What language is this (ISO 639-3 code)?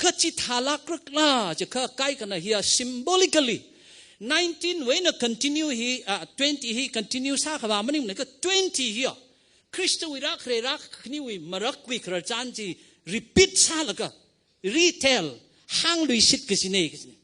nmf